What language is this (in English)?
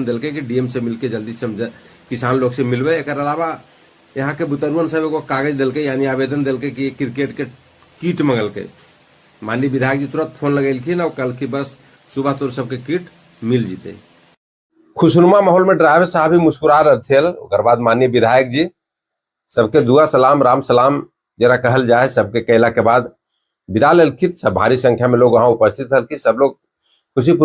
Magahi